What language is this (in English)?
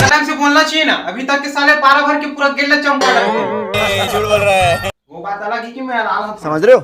Chhattisgarhi